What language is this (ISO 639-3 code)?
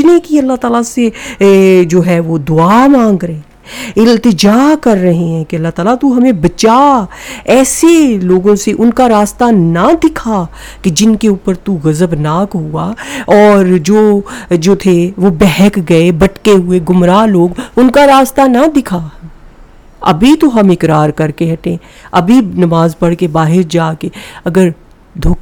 urd